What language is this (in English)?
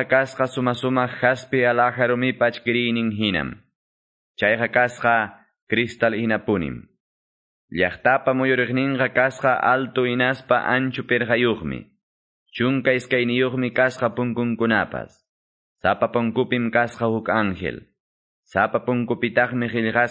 Quechua